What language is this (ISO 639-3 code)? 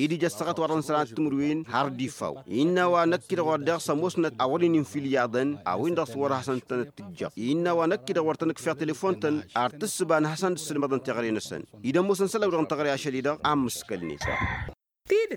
taq